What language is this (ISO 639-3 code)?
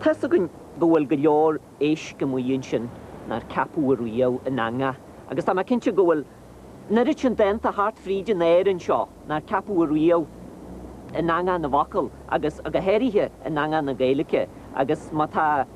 gle